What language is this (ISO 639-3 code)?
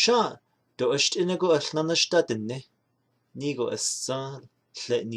nav